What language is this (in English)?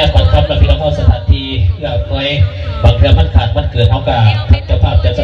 Lao